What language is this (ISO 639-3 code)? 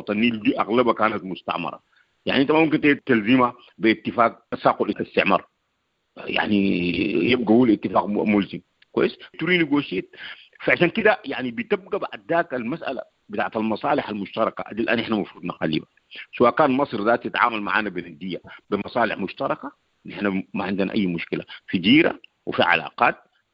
apd